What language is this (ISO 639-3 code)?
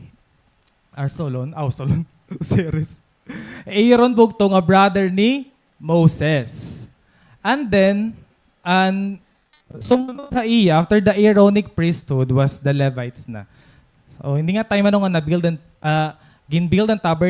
war